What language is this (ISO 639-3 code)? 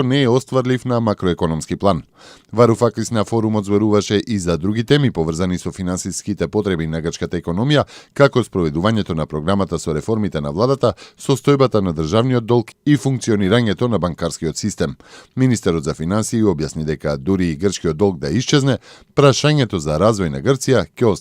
mkd